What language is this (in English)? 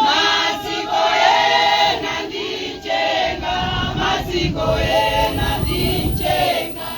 Nyanja